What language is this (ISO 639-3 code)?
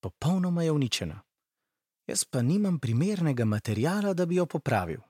slv